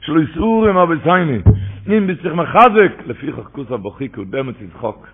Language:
Yiddish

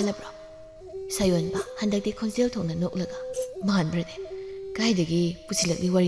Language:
Manipuri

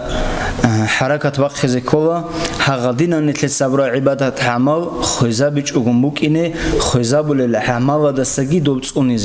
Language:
Avaric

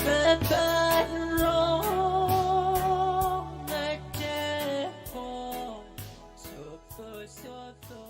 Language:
Pohnpeian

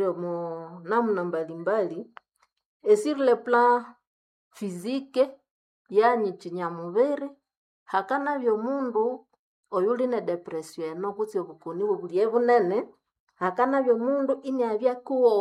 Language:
Nande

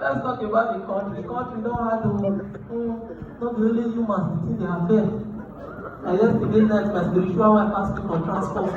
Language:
Nigerian Pidgin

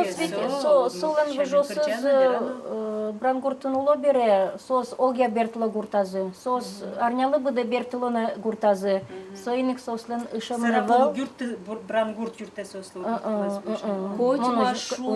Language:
Udmurt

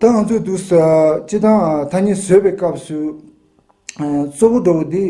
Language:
Tibetan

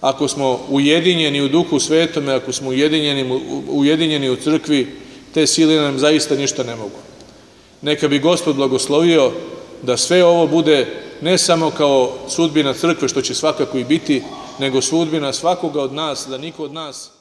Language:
Serbian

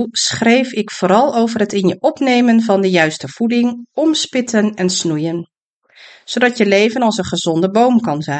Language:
Dutch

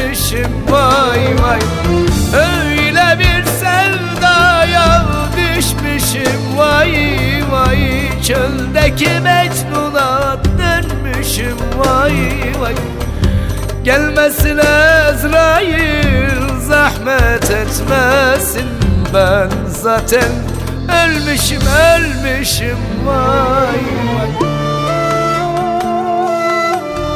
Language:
Turkish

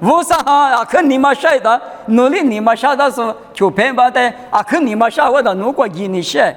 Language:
Lisu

